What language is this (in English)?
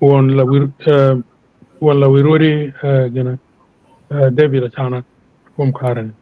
Acoli